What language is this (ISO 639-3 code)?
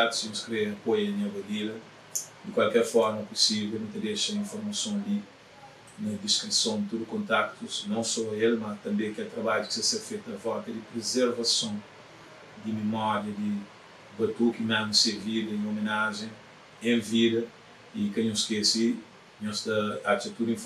kea